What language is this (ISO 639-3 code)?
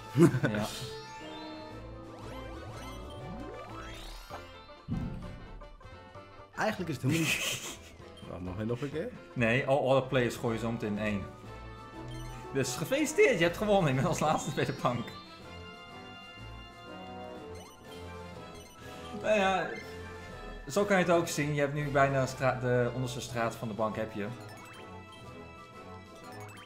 nld